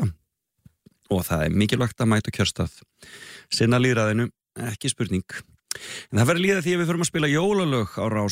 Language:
Icelandic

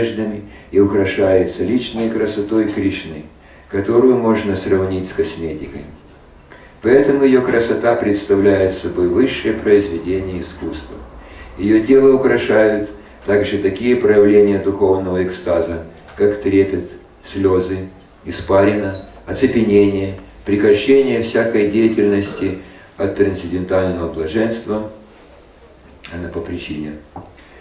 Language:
Russian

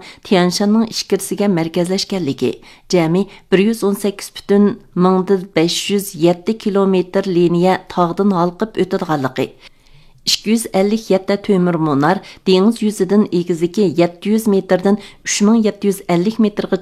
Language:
Uyghur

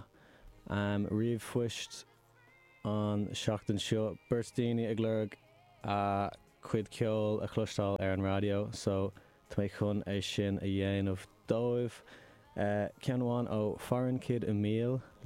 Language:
Irish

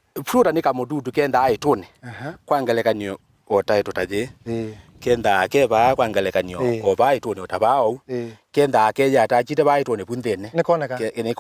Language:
Kamba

